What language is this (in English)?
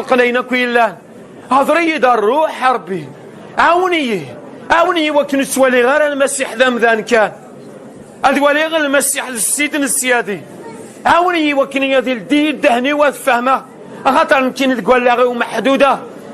Kabyle